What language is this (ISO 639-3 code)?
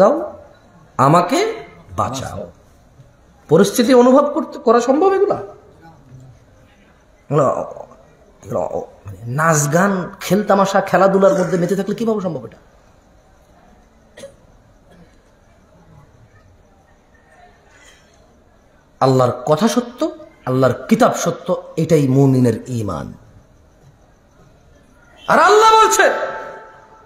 ben